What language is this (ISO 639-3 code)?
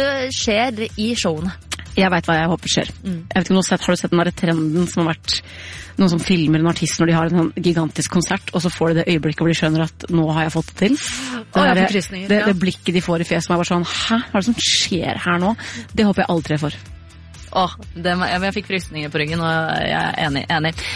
nor